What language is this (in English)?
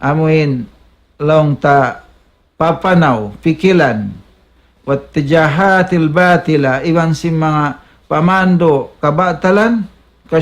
Tausug